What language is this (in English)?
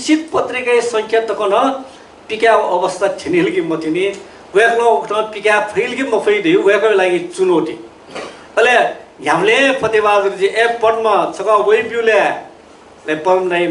Newari